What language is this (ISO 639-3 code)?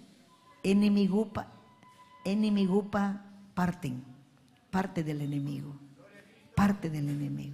quy